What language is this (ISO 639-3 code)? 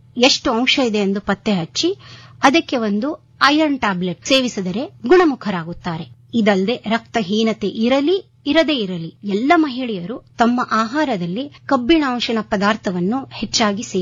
kan